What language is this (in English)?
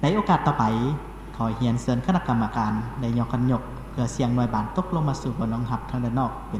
Lao